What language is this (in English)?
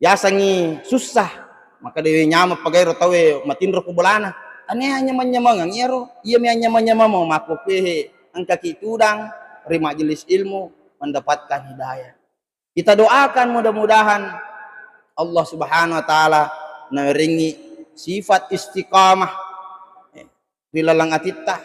Buginese